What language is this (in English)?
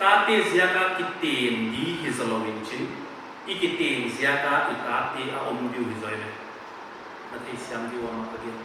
Paite Chin